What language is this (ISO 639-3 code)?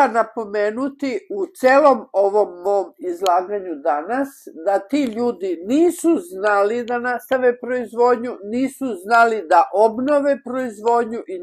srp